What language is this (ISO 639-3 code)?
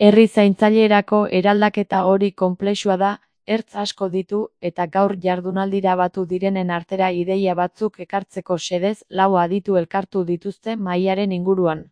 eus